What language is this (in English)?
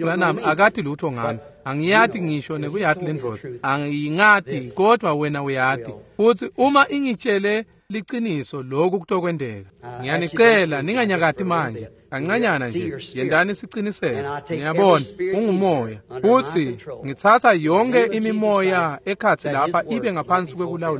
Swati